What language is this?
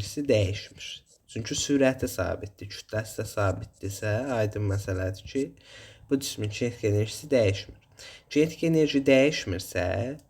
Azerbaijani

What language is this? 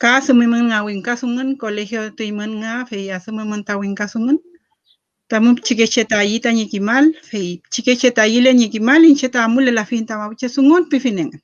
Mapuche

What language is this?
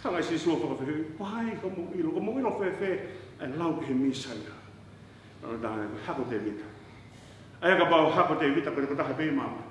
Tongan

